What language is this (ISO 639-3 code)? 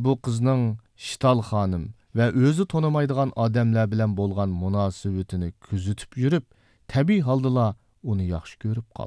uig